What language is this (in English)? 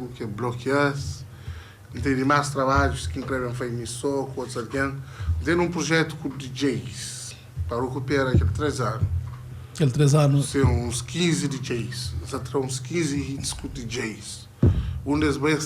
Kabuverdianu